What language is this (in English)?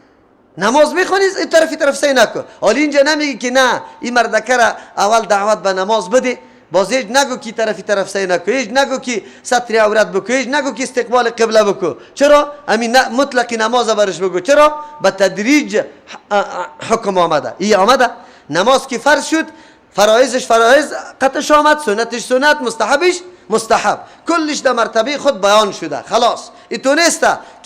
Persian